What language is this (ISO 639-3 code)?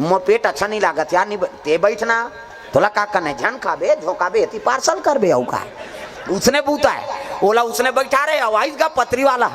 hne